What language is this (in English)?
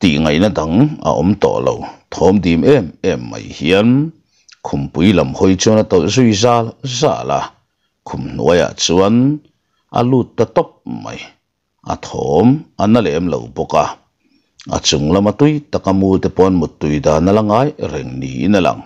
Mizo